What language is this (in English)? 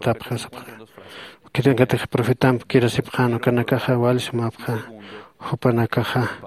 Aymara